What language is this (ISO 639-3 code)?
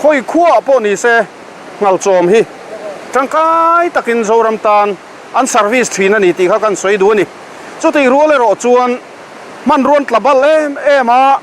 lus